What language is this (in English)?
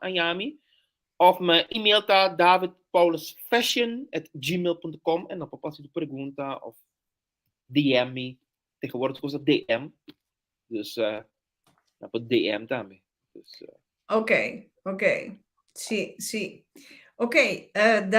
Papiamento